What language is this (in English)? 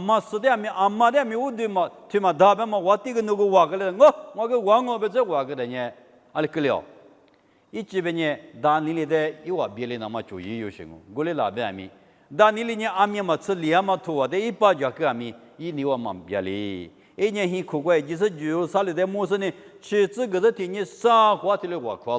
Lisu